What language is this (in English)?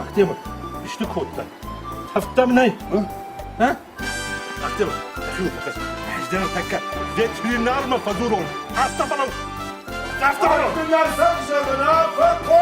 Ossetic